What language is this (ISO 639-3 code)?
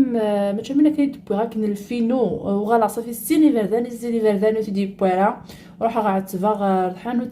kab